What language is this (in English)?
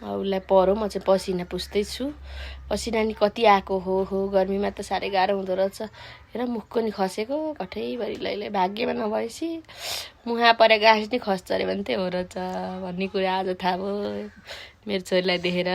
Nepali